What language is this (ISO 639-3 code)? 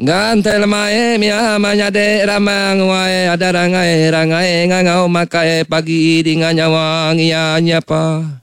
iba